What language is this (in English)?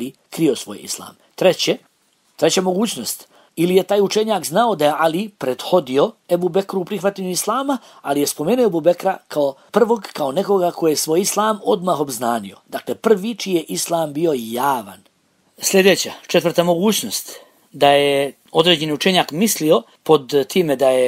Bosnian